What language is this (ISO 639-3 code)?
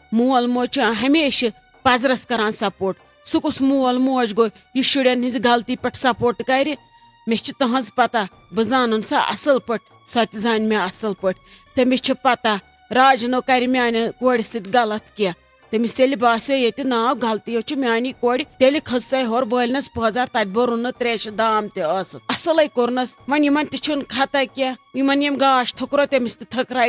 kas